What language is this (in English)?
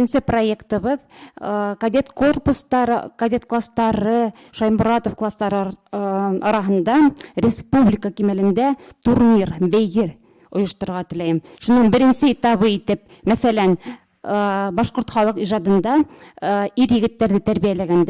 Bashkir